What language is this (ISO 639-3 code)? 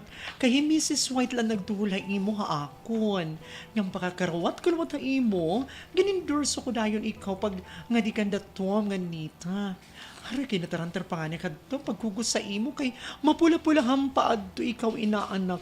war